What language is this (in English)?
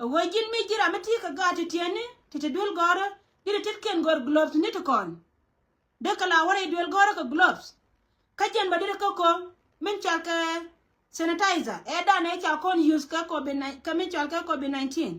Nuer